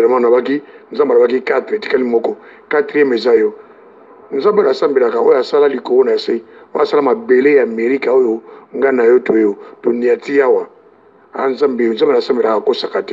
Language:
Lingala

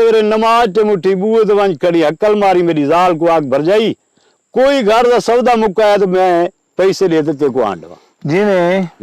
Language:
Saraiki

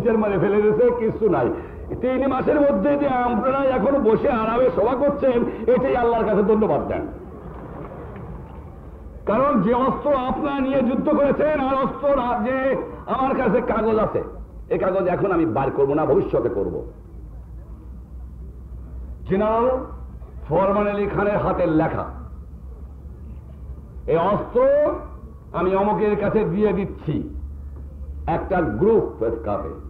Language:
Bangla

